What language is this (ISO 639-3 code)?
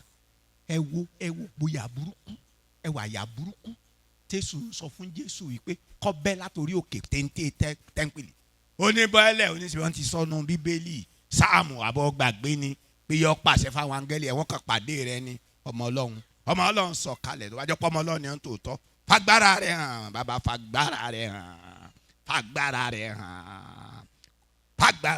yor